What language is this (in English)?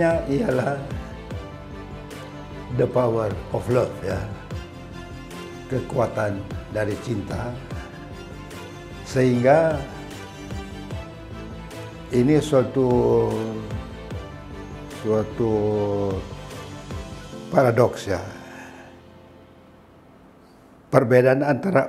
Indonesian